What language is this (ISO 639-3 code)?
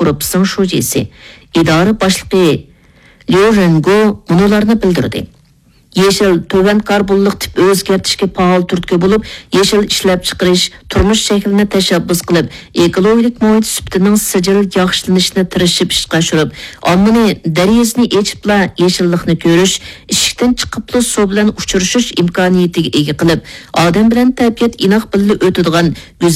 uig